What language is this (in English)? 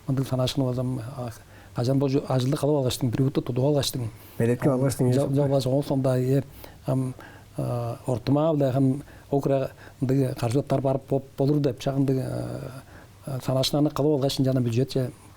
Tuvinian